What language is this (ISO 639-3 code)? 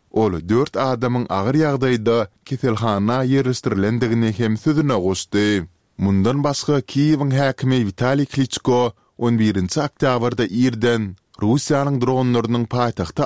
tuk